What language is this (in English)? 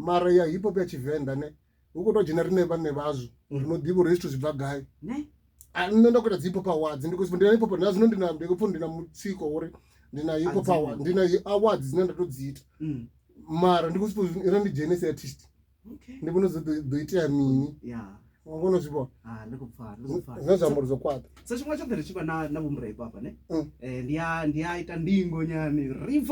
Venda